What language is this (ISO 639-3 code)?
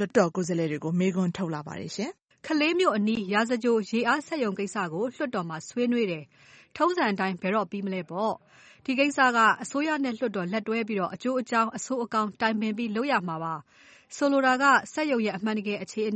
mya